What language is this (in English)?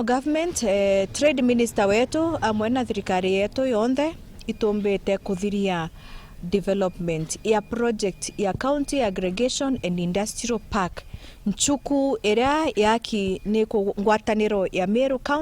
Meru